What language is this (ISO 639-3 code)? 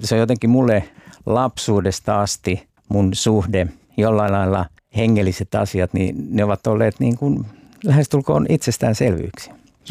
fin